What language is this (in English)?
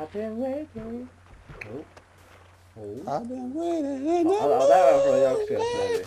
Faroese